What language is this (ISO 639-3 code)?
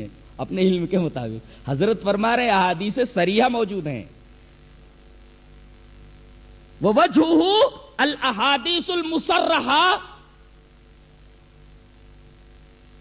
urd